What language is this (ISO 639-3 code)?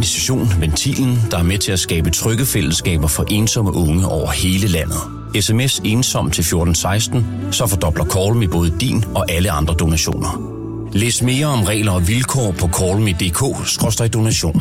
dan